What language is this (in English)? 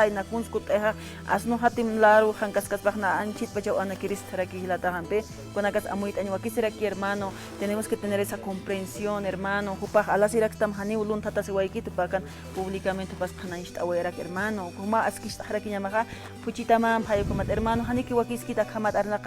Aymara